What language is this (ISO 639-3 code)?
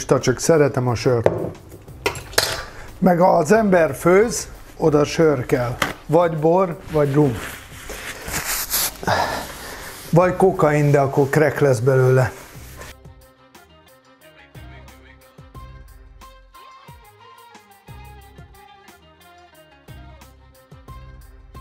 hun